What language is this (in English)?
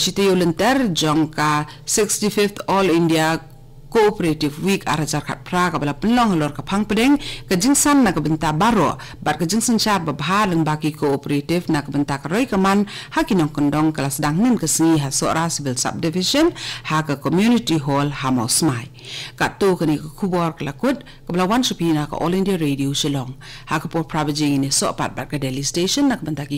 Khasi